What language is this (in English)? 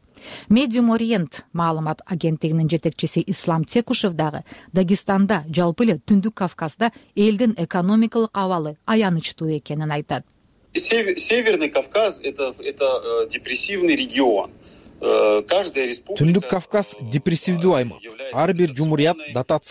Kyrgyz